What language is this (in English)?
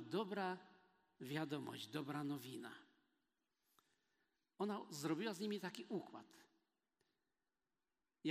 Polish